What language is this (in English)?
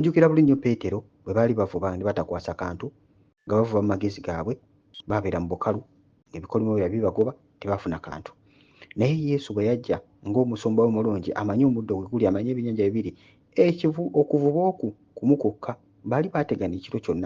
Ganda